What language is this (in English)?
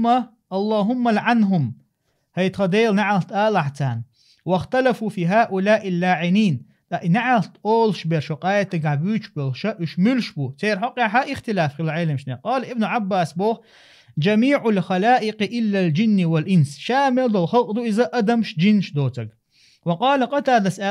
Chechen